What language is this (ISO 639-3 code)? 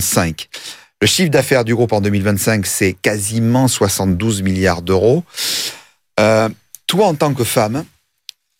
fra